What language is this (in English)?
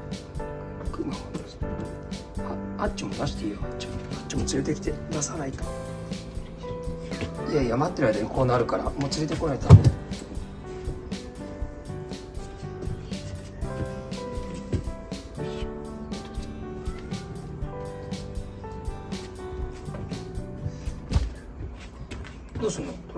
Japanese